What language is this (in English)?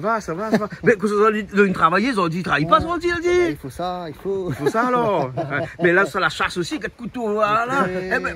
Réunion Creole French